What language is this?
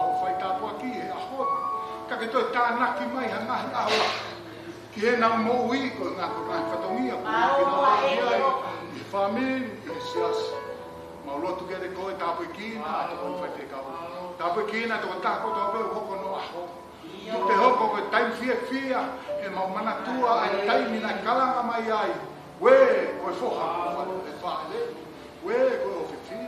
Tongan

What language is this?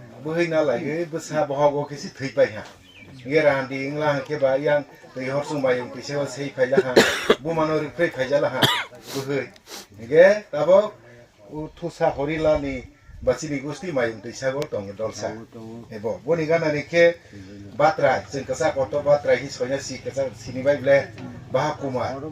Kok Borok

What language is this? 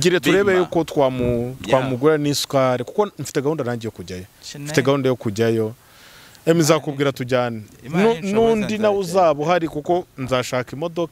Kinyarwanda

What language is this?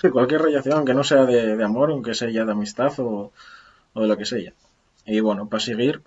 Asturian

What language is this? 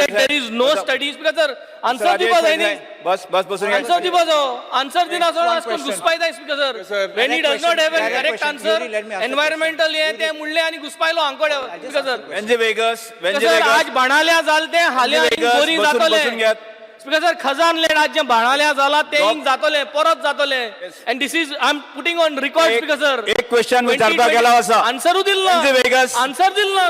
Konkani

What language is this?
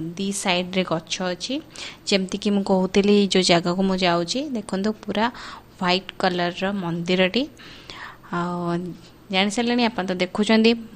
Odia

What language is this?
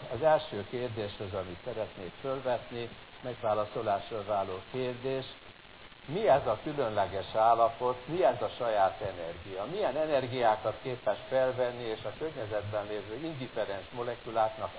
Hungarian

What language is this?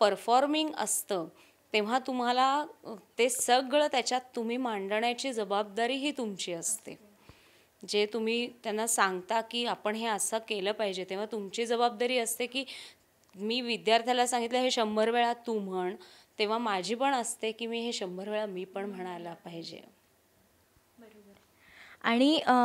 Marathi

